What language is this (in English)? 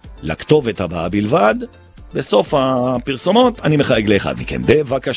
Hebrew